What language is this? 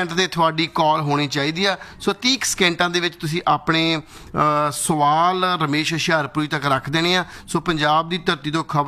Punjabi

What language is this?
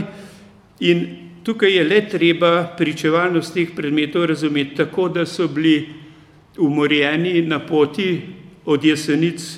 Slovenian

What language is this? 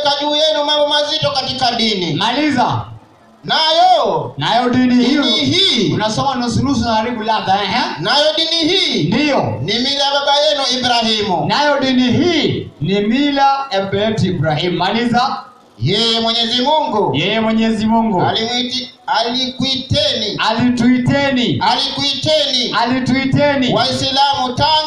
Swahili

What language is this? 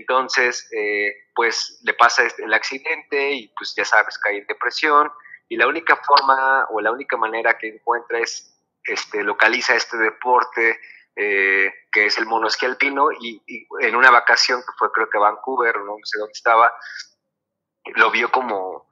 Spanish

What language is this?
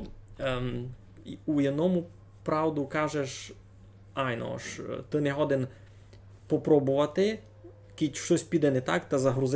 Rusyn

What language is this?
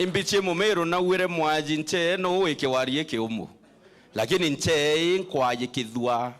Meru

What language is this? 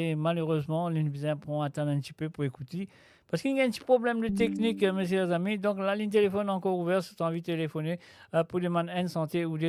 Morisyen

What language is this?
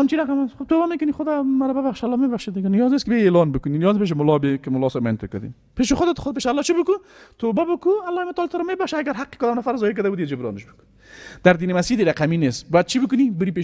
Persian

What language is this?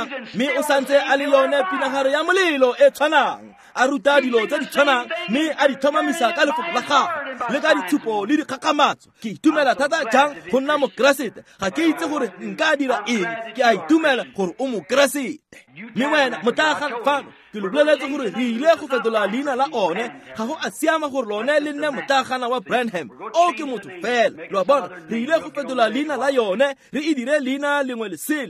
Tswana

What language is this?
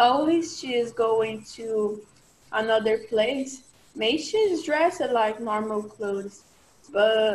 Portuguese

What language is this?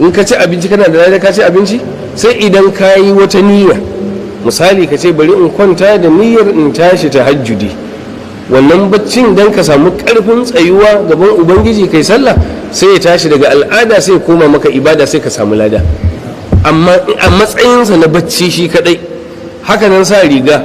Hausa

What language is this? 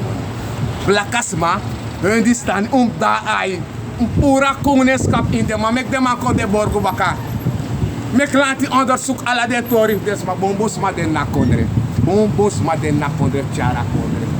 Sranan Tongo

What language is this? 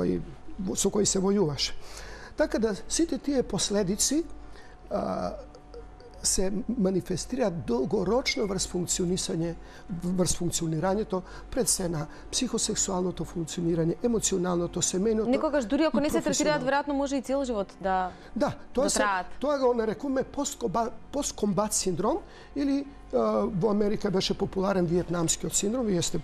Macedonian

